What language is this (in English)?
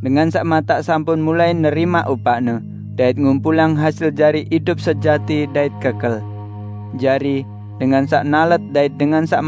Sasak